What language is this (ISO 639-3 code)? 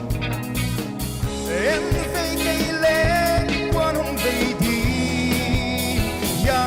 pck